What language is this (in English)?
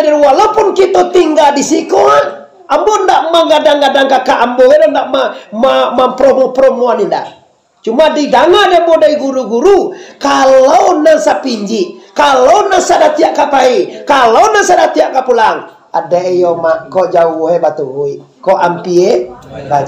Minangkabau